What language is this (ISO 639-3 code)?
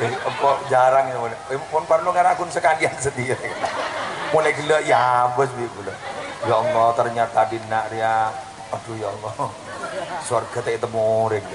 mad